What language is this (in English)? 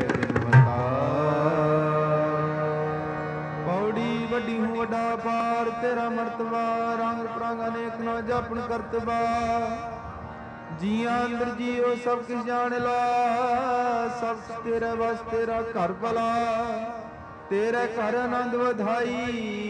Punjabi